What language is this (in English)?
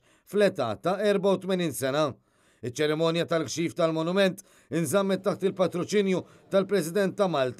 Maltese